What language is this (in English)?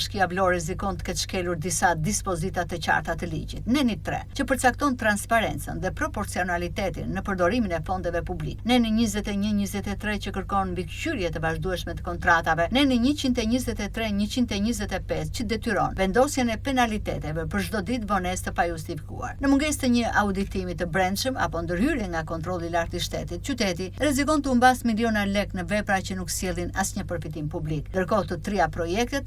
Albanian